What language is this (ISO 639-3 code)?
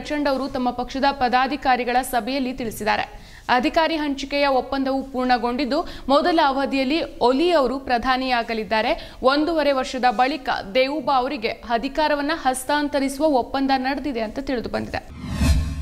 kan